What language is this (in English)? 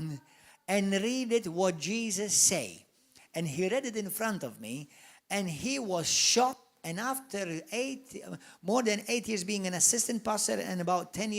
English